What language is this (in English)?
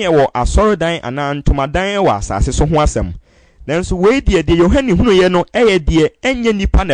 Akan